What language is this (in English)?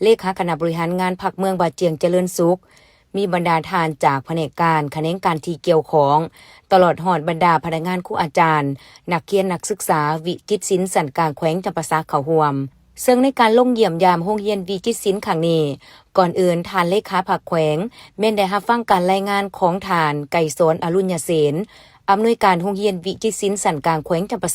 Lao